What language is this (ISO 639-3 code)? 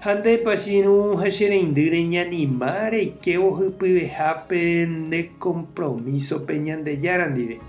grn